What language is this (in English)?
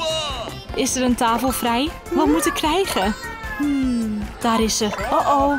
Dutch